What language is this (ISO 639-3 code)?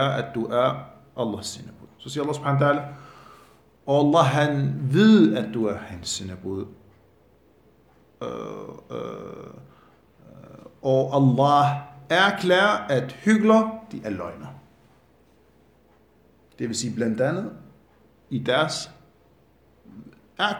dan